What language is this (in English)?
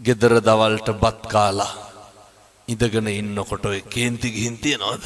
Sinhala